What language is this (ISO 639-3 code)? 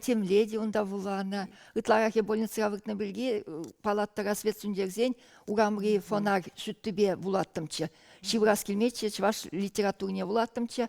chv